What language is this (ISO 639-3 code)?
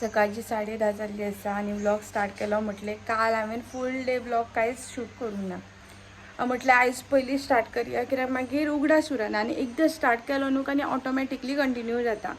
kok